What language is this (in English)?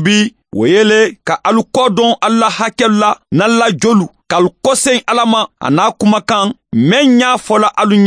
Mandingo